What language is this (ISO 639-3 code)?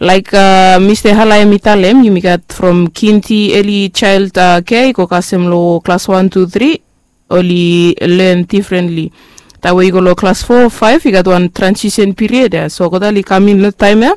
bis